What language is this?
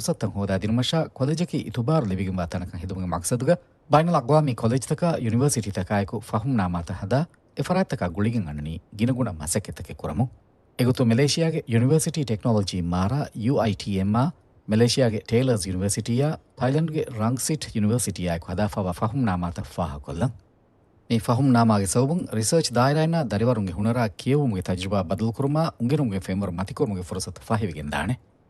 Divehi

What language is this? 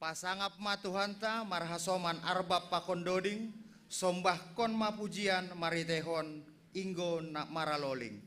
Batak Simalungun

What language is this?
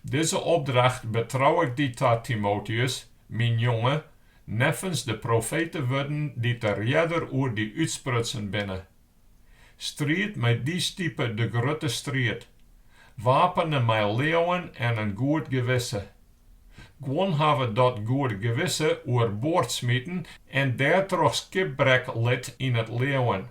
Western Frisian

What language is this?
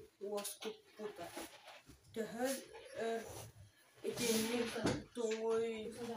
Yakut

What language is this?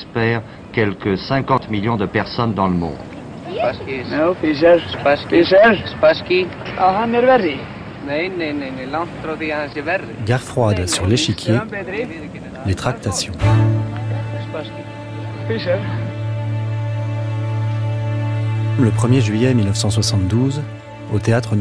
French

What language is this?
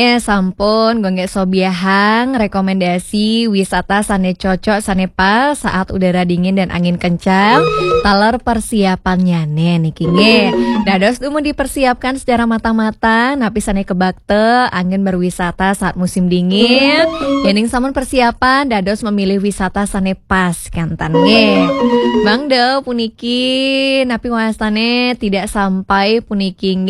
Balinese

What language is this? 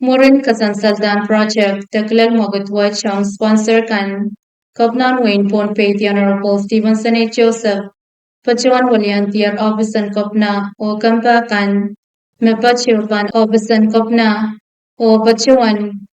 Pohnpeian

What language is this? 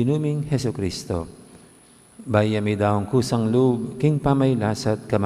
Pampanga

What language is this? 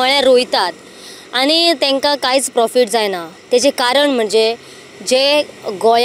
Konkani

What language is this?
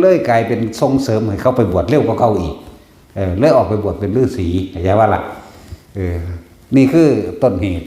Northeastern Thai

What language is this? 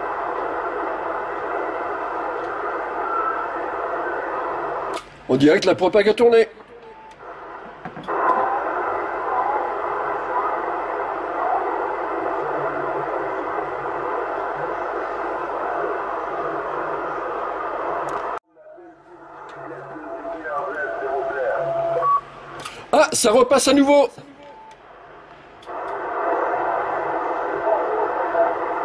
French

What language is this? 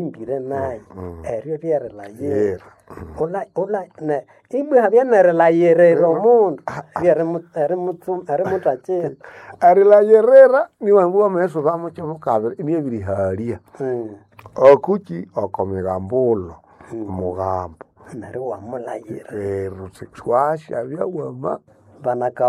Nande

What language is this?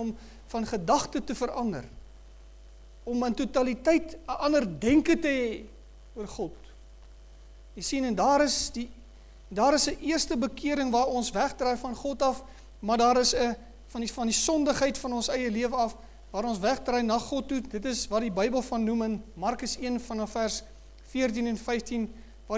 Afrikaans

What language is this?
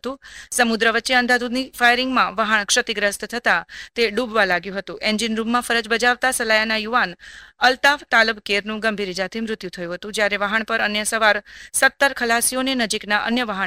Gujarati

